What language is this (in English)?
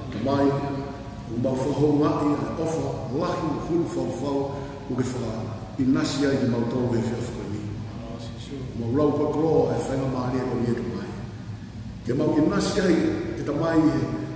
Tongan